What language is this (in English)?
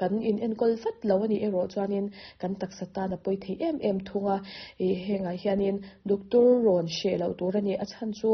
Mizo